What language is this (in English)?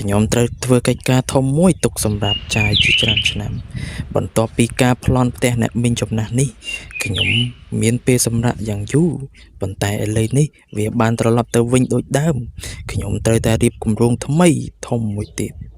Khmer